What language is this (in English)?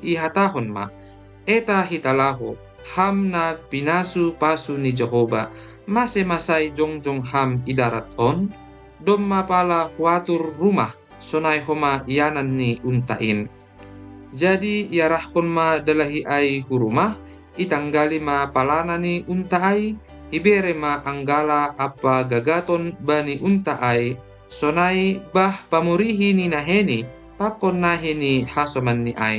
Batak Simalungun